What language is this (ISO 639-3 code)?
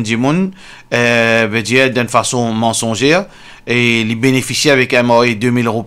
mfe